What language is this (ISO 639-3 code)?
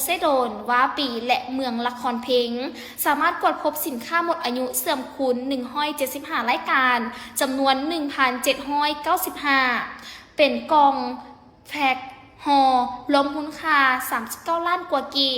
lao